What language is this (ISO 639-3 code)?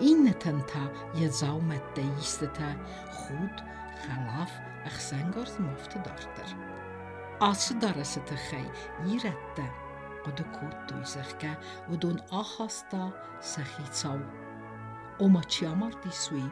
oss